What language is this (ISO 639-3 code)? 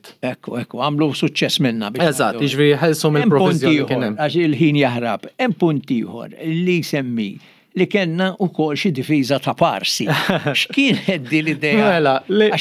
mlt